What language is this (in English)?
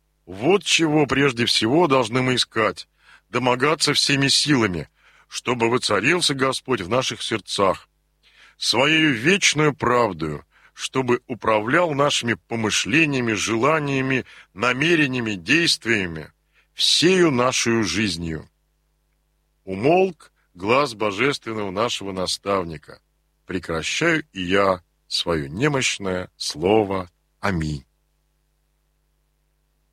Russian